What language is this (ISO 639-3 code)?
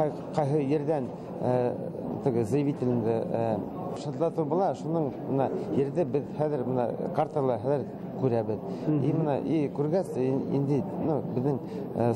bak